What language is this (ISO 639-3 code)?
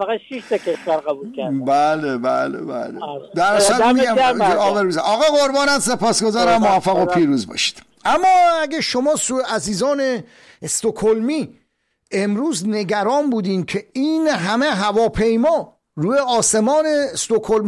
fas